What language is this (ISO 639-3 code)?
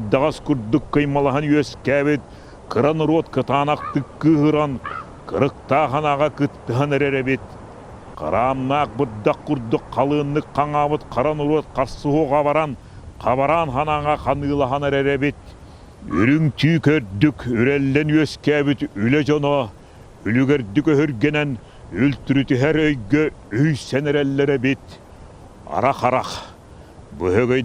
sah